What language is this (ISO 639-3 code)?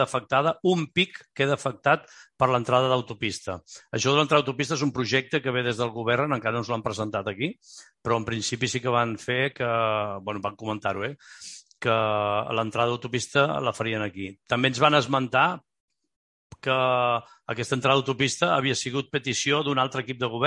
cat